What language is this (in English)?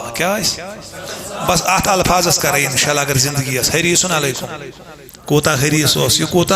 Kashmiri